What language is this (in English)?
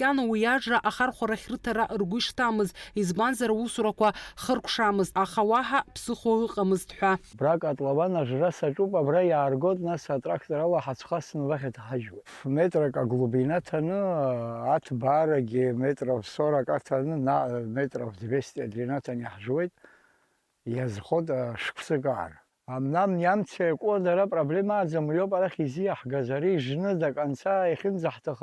Abkhazian